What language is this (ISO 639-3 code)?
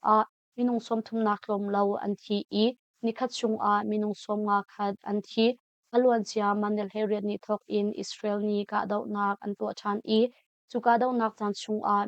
cnh